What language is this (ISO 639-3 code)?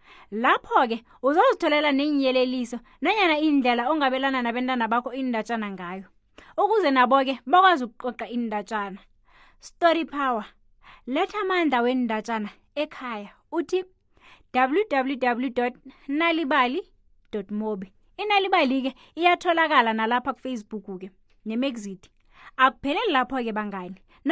nbl